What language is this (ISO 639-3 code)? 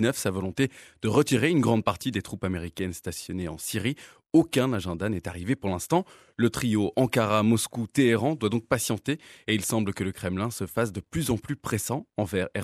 fra